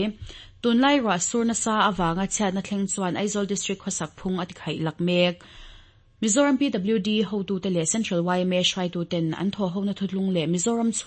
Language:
Mizo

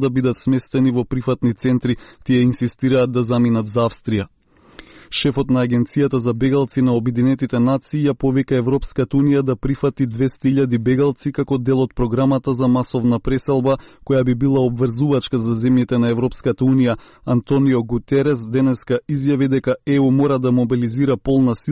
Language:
Macedonian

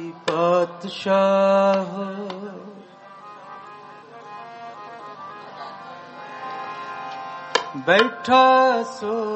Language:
Punjabi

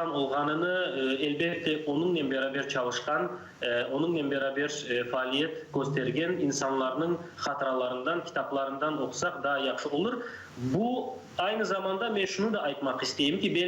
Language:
Crimean Tatar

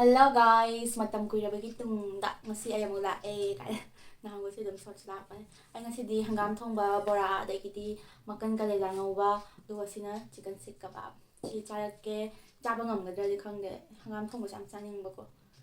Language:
Manipuri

